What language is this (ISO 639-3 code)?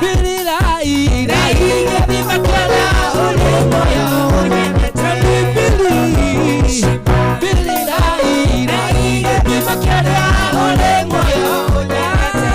kik